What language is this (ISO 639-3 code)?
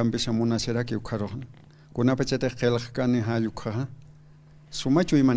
aym